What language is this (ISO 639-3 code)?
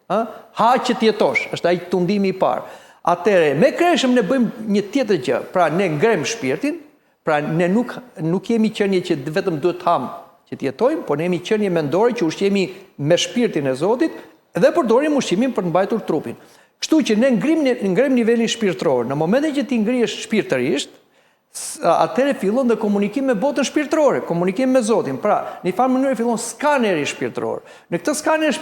sqi